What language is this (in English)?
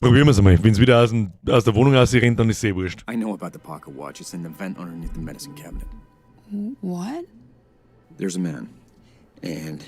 Bavarian